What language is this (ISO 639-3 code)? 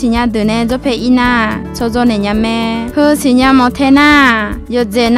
ahk